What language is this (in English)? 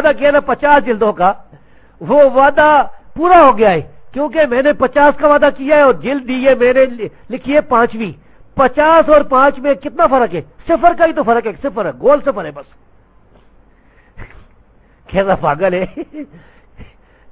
Urdu